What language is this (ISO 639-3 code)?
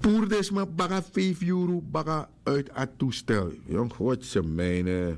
srn